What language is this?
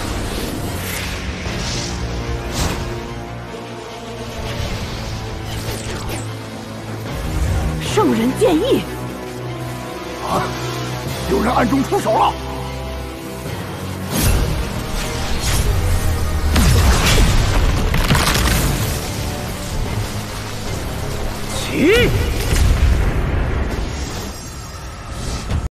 Chinese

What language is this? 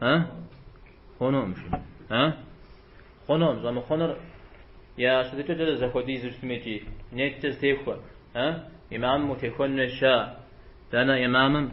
Kabardian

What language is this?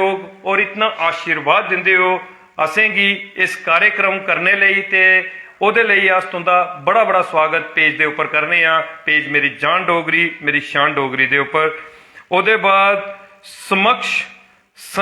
Dogri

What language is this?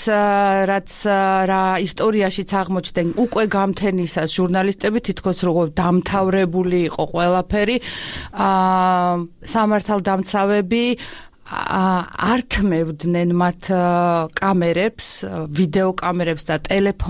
Georgian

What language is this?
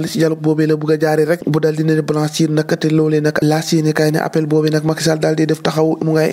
Wolof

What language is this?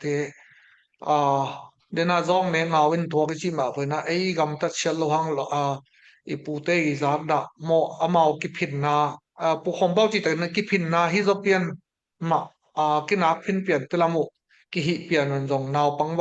Tedim Chin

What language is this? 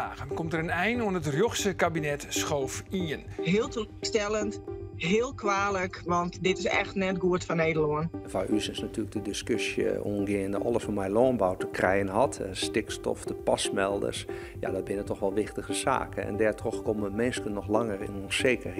Western Frisian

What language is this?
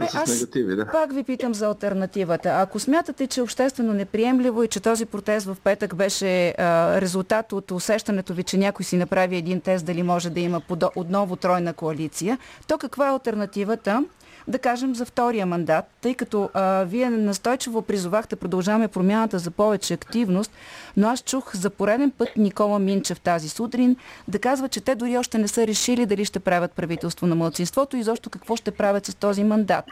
Bulgarian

